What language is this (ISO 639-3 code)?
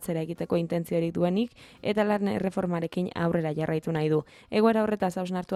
eus